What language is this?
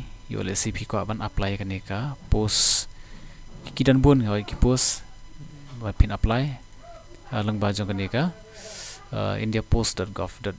Khasi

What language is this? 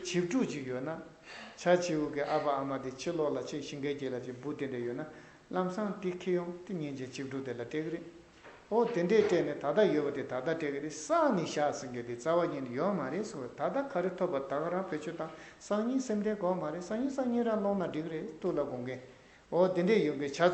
Tibetan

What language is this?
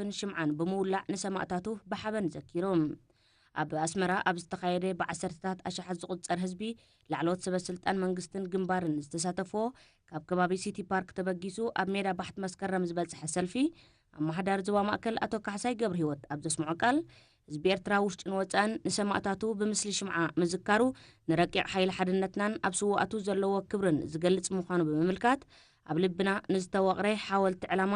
Tigrinya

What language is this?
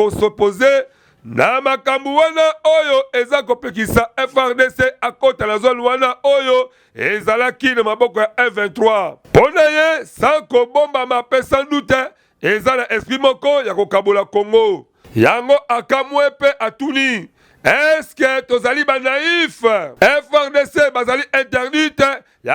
Lingala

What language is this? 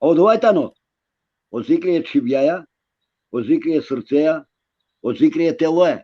Balkan Romani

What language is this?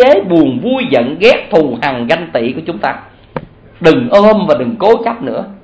Vietnamese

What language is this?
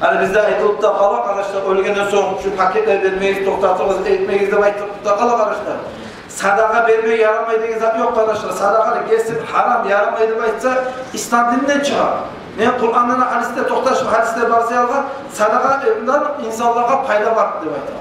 Kumyk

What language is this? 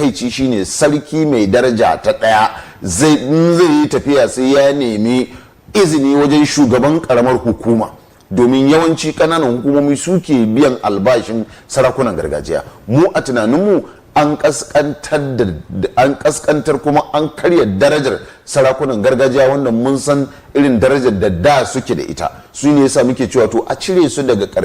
Hausa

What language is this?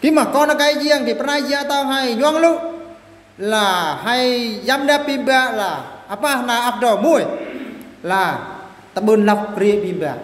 Eastern Bru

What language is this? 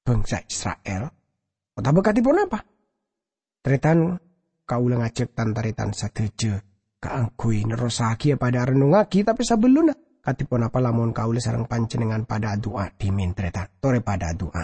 Madurese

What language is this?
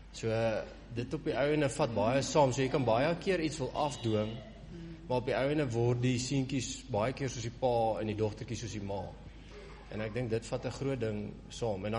Afrikaans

